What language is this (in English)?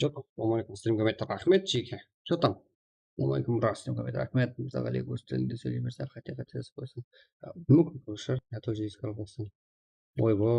Kara-Kalpak